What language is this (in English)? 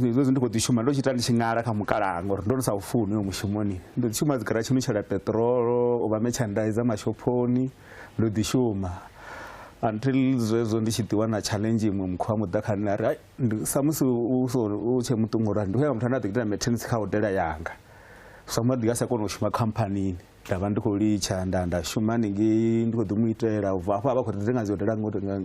Venda